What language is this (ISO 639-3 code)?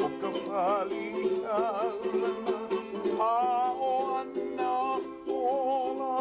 haw